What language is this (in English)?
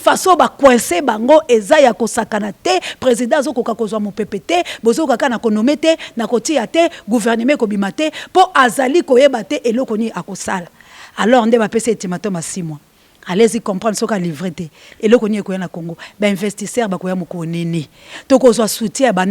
Lingala